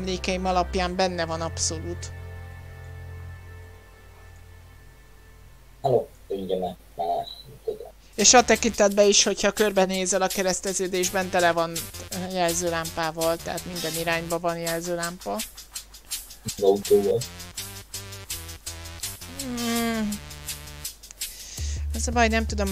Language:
Hungarian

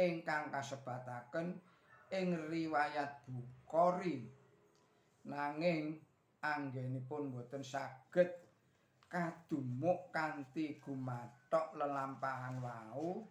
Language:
Javanese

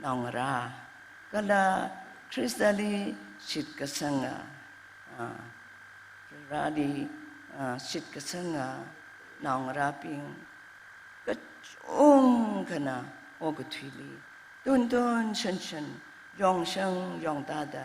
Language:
Tangkhul Naga (India)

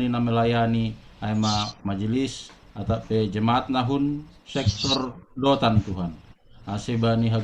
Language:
Batak Simalungun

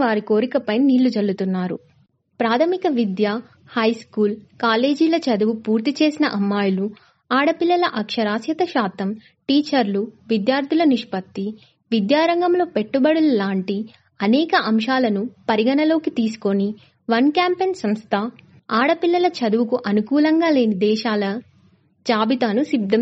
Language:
Telugu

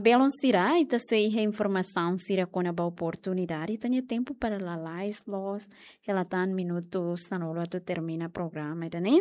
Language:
Tetum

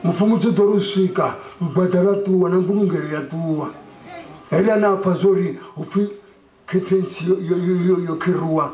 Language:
Venda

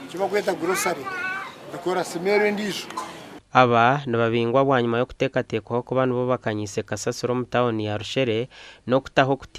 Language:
Nyankole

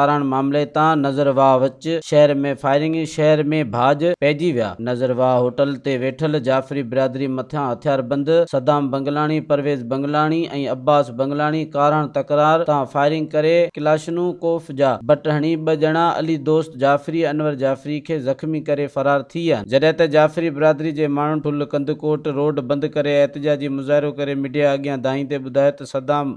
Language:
Sindhi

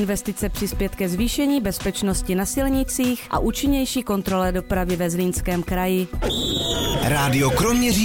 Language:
Czech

